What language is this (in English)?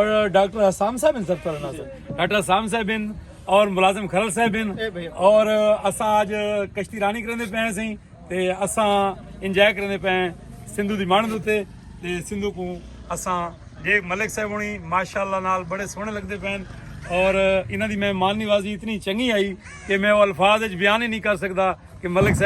Saraiki